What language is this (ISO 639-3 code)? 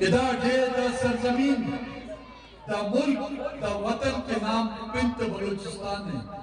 brh